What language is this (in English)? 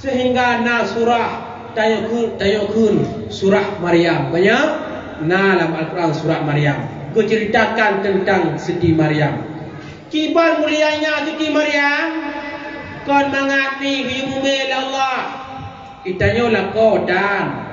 Achinese